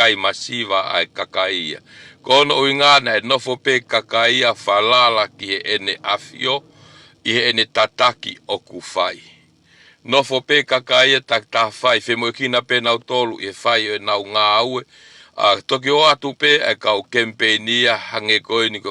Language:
Tongan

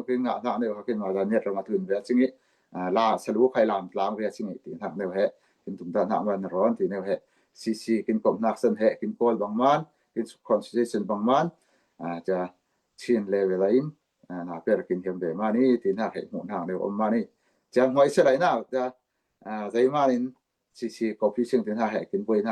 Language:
Falam Chin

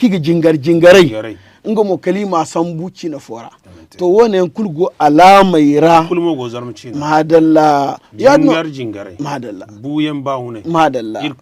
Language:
Zarma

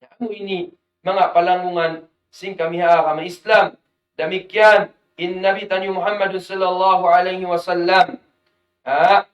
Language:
Tausug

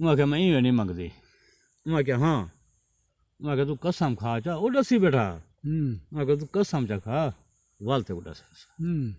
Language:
Saraiki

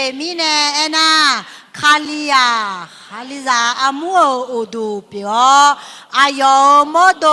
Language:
Akha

